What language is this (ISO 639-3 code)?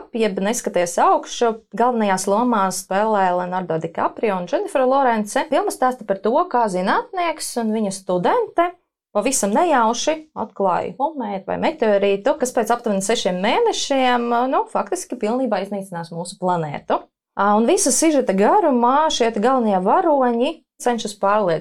lav